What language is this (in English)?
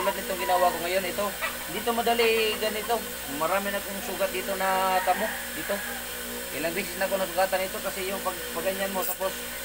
Filipino